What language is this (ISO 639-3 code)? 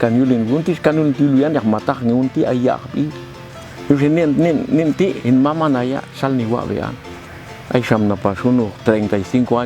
jac